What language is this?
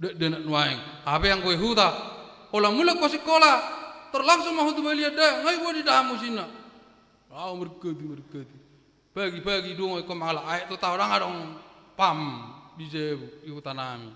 Batak Toba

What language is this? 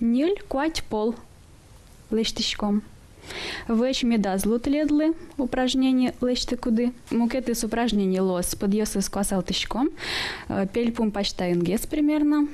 Udmurt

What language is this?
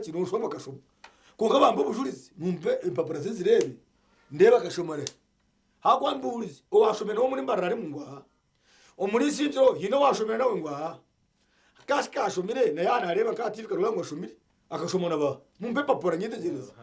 Nyankole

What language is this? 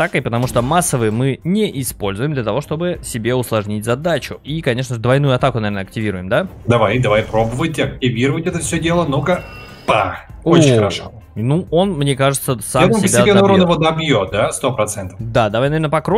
Russian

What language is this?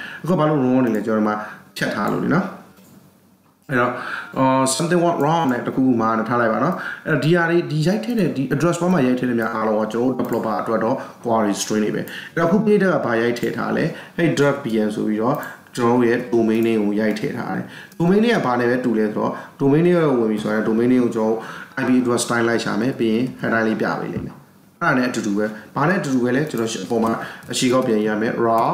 Burmese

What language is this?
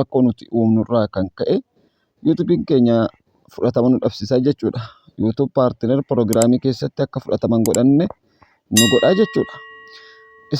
Oromo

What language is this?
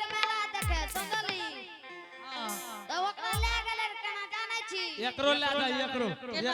Angika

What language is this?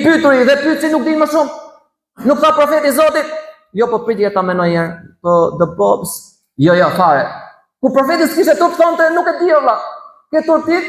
Albanian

